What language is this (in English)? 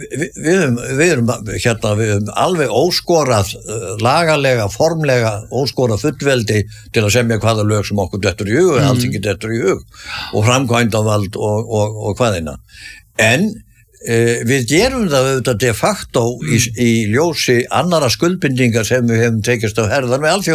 Icelandic